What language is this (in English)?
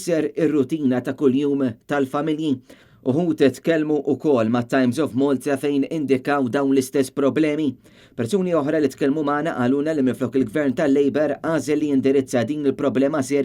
Maltese